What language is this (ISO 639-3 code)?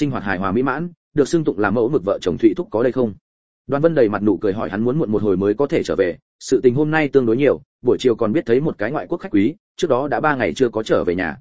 vie